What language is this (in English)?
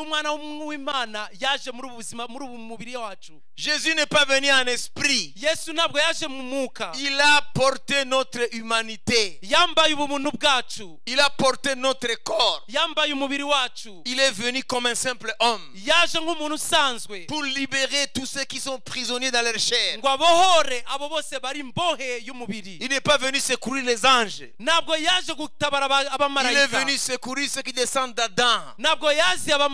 Kinyarwanda